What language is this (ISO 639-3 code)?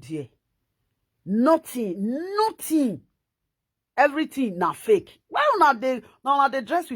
pcm